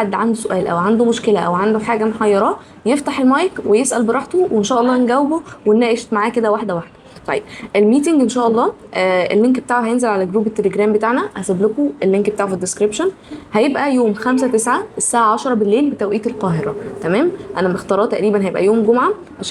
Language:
Egyptian Arabic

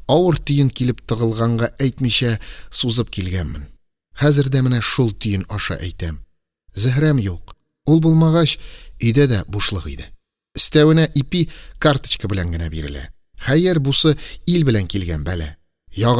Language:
Tatar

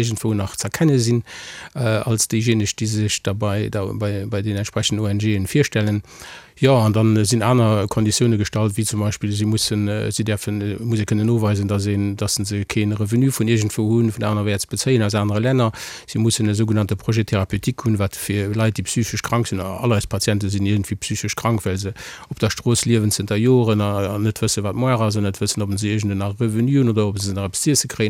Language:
Luxembourgish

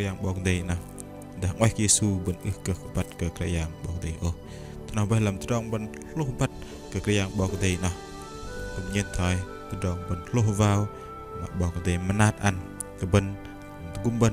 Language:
Bahnar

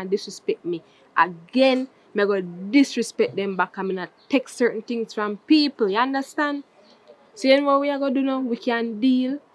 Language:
Jamaican Creole English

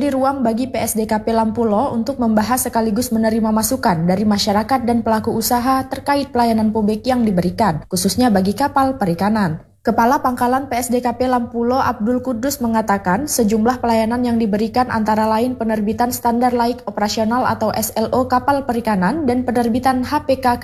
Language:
Indonesian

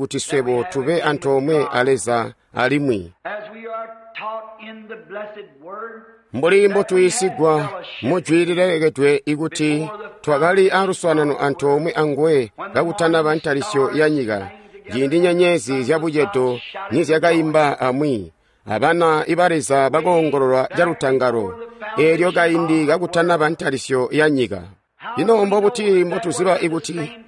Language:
Tonga (Zambia)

